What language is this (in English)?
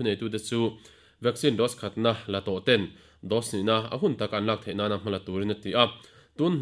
Mizo